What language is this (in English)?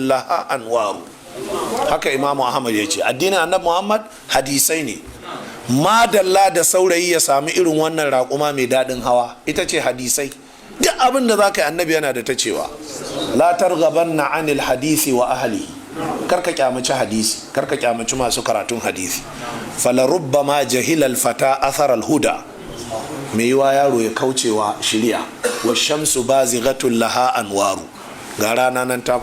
Hausa